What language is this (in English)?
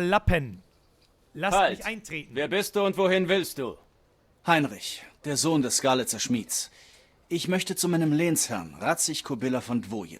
Bavarian